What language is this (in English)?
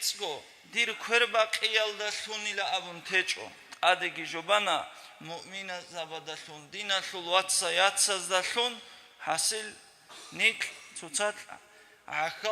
Avaric